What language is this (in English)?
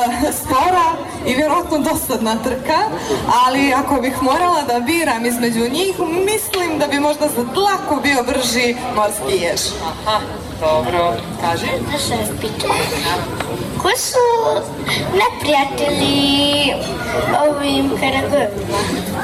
Croatian